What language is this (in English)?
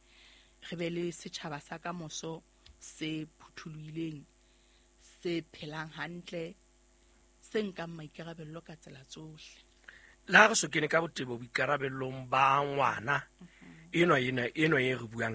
Southern Sotho